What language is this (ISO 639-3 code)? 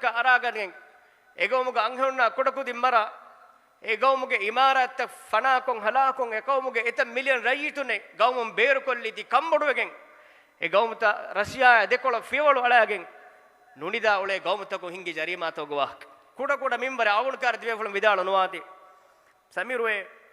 div